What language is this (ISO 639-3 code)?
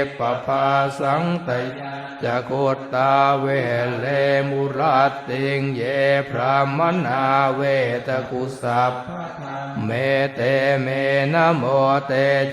pli